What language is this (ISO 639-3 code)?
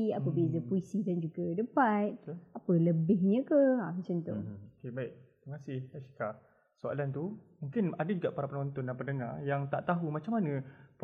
msa